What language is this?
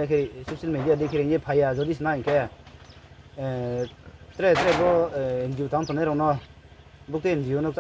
Riang (India)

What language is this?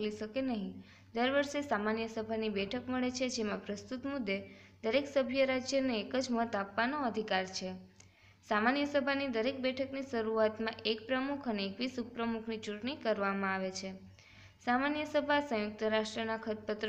Gujarati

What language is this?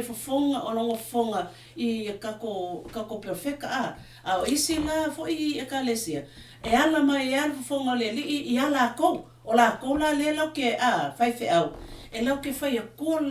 Samoan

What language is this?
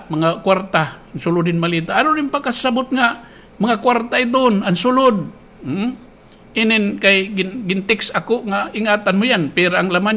Waray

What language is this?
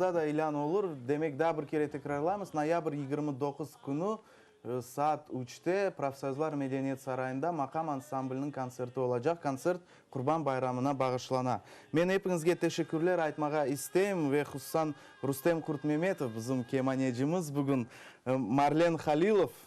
Crimean Tatar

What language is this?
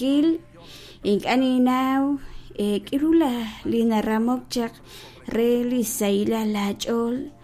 Kekchí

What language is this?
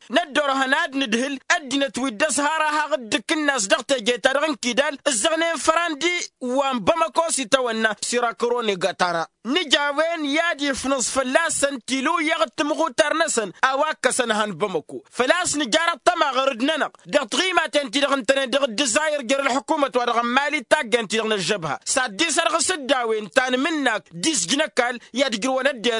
Tamasheq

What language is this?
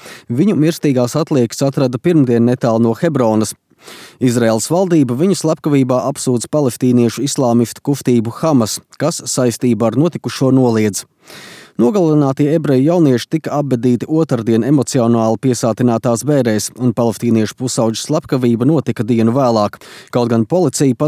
Latvian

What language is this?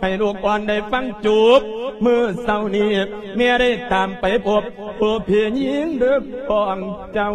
Lao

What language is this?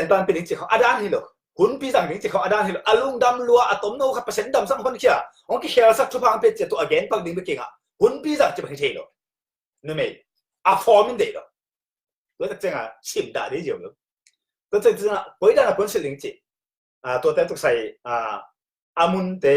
Tedim Chin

